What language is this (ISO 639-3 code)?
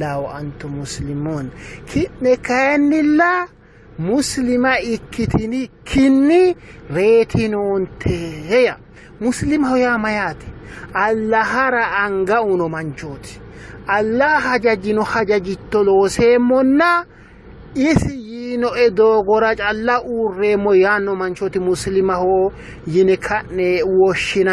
sid